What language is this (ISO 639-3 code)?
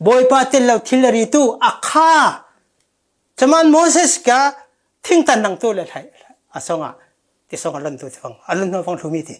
cfm